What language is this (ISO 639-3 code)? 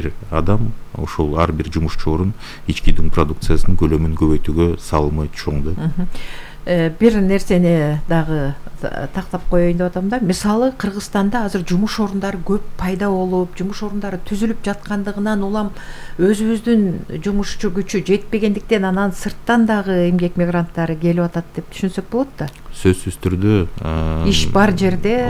kir